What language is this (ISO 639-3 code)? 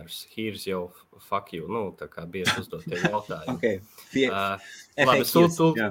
lav